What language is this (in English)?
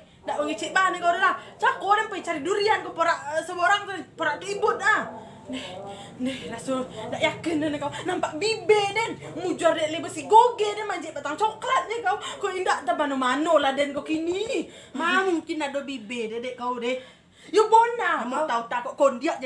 Minangkabau